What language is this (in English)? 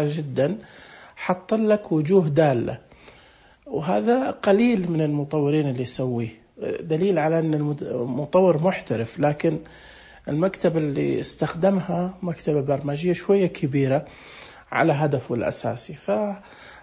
Najdi Arabic